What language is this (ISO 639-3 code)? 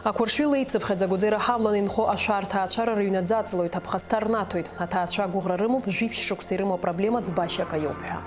abk